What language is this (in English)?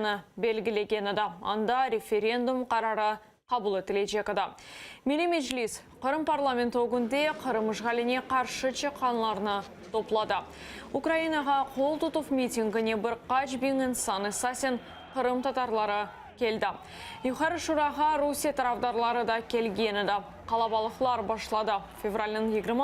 Crimean Tatar